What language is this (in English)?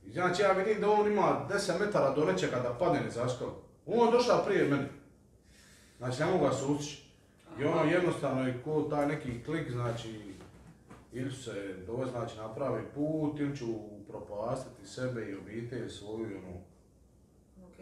Croatian